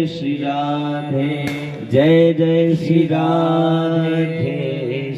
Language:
Dogri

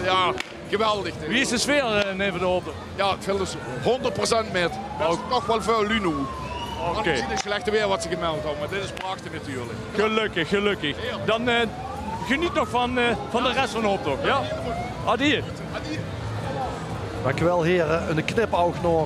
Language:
Limburgish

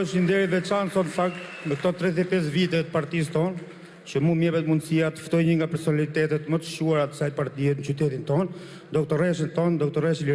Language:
Albanian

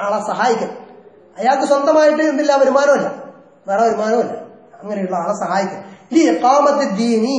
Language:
Malayalam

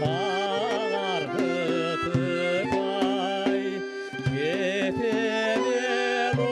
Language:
Crimean Tatar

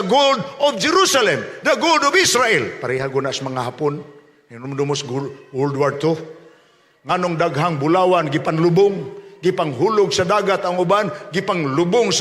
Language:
Cebuano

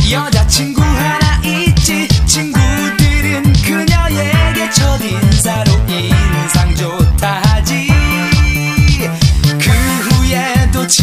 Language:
Korean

